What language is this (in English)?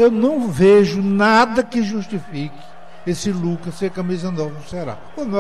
Portuguese